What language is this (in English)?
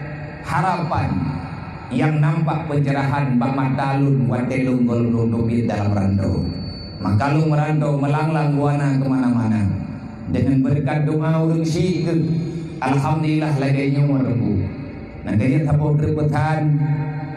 Achinese